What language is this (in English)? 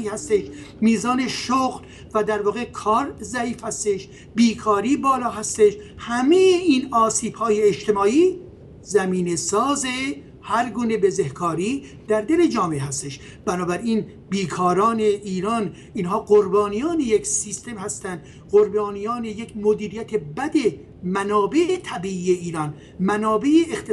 Persian